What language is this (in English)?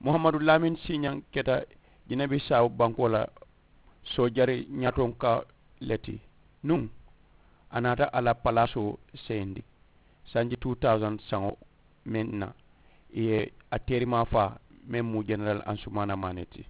Mandingo